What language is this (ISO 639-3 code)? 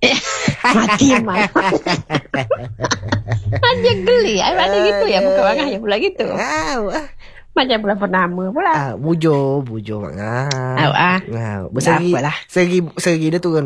msa